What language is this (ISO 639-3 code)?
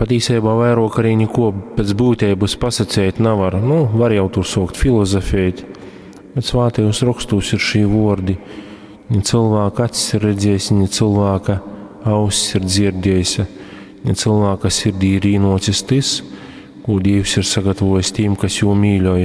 ltg